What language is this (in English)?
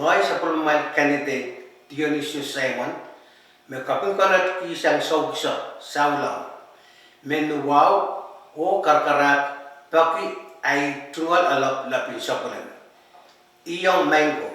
Pohnpeian